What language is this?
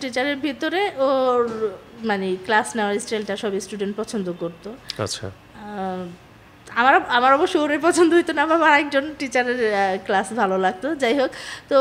Bangla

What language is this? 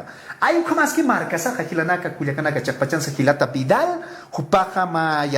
Aymara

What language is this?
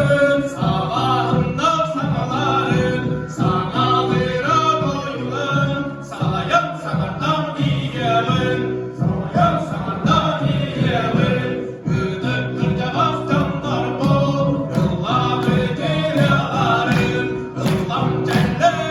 Yakut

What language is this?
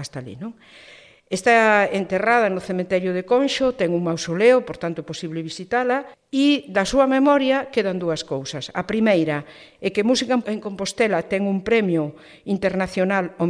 Galician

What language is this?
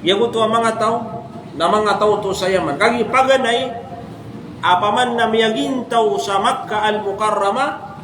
Maranao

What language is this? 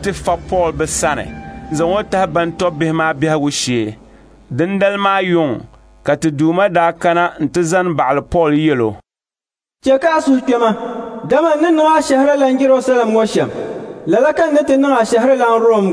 Dagbani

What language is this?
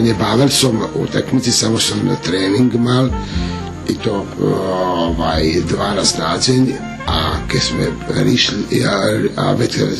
Rusyn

